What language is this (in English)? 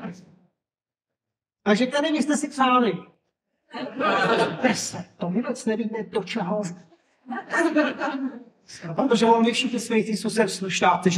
Czech